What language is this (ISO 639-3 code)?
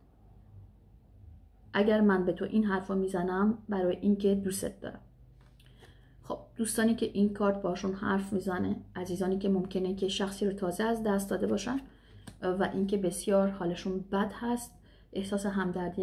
fas